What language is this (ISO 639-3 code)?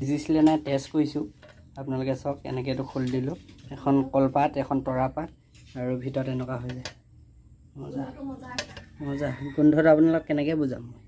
asm